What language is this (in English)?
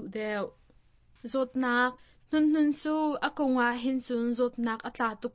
Hakha Chin